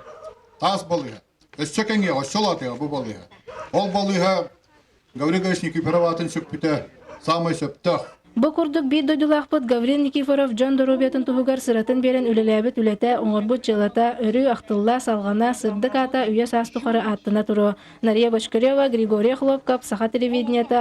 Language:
Yakut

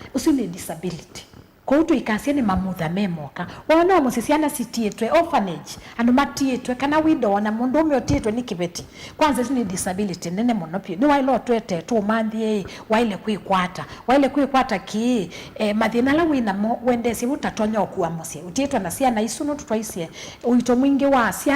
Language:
Kamba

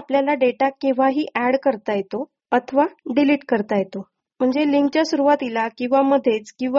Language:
Marathi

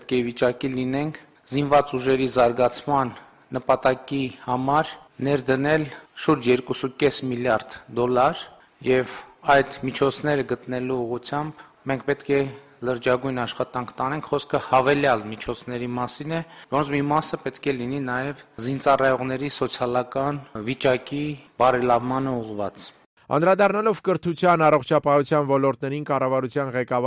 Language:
Armenian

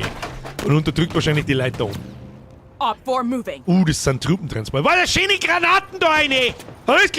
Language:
Bavarian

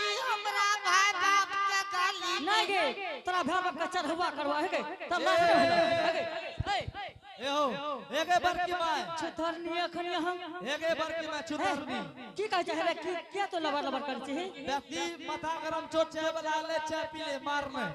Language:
Angika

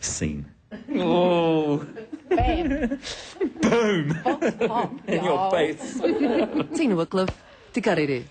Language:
Māori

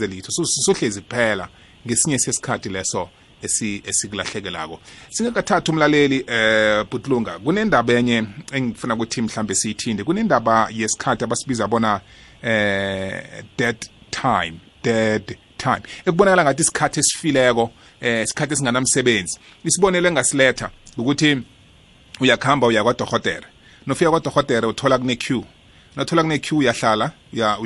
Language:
South Ndebele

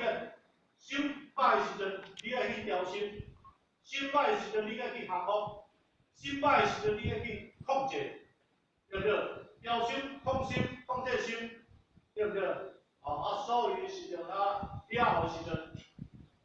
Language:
Min Nan Chinese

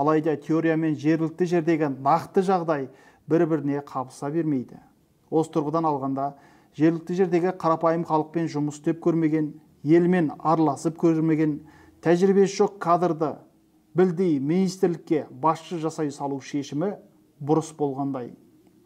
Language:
Kazakh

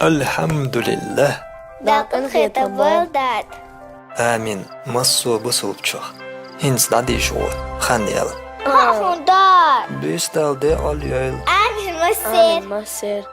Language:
Chechen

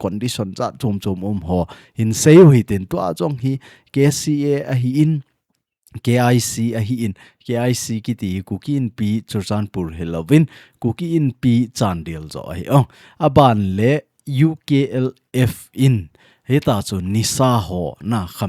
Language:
Thado Chin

